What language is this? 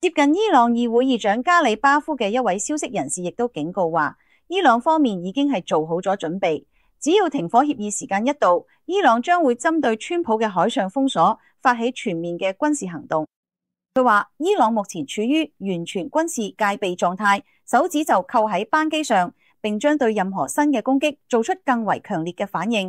Cantonese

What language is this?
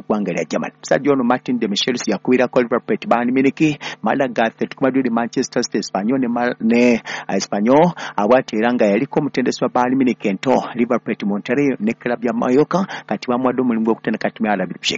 Ganda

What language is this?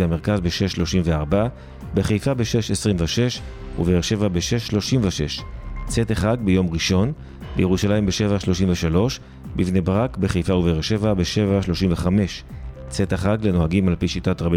Hebrew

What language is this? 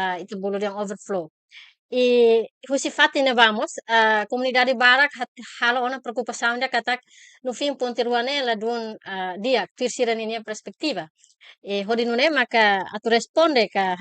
Tetum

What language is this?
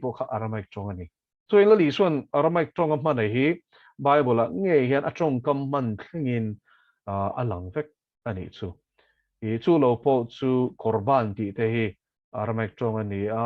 Mizo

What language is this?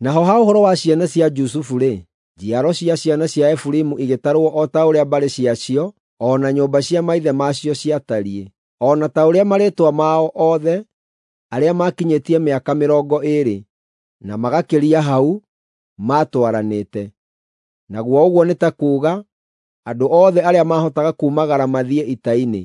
Kikuyu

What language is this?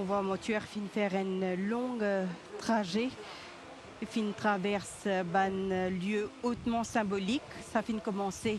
Morisyen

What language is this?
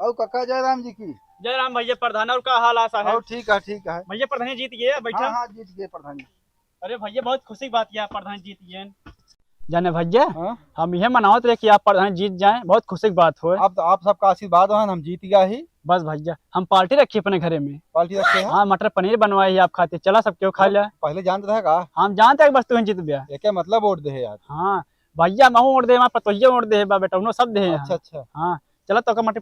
Awadhi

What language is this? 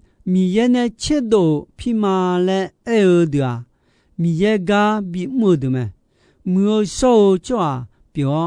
Akha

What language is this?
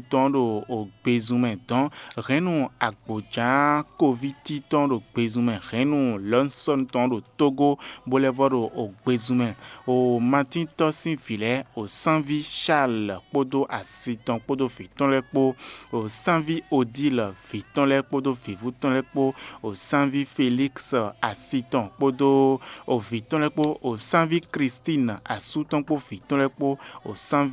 Fon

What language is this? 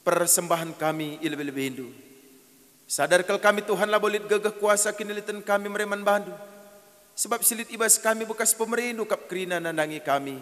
Batak Karo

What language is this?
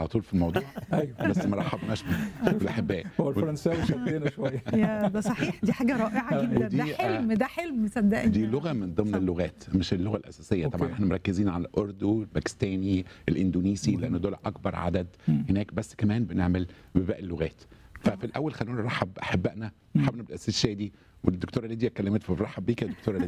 Egyptian Arabic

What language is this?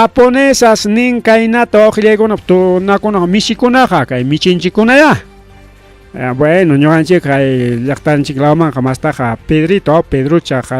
Ayacucho Quechua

